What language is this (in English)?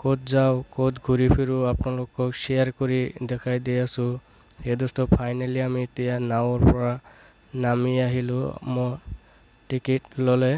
Assamese